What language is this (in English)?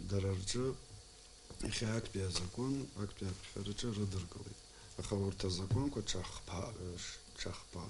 Abkhazian